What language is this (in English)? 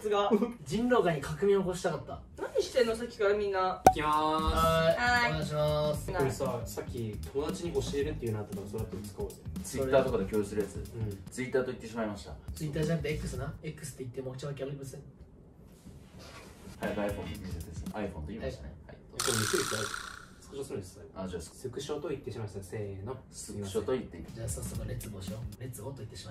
Japanese